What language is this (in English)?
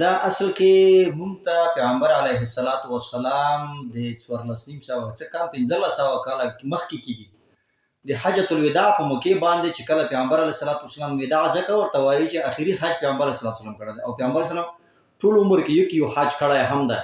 Pashto